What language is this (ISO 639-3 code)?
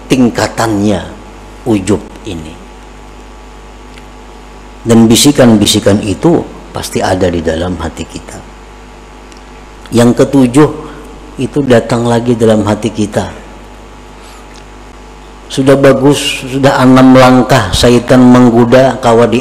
ind